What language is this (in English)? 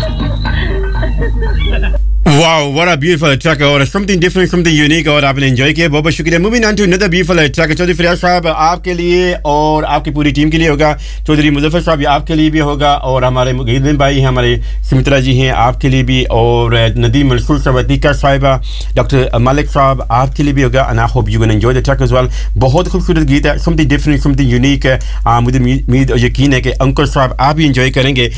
Urdu